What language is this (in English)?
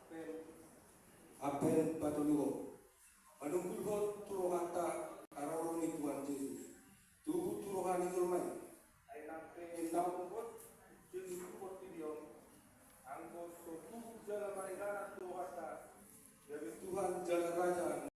Batak Toba